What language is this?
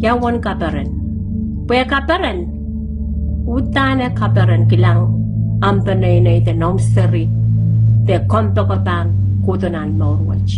Pohnpeian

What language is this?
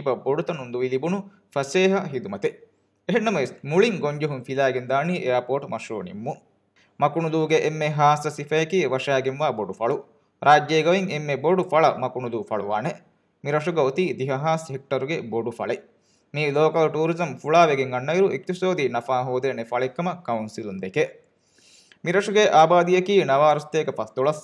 Divehi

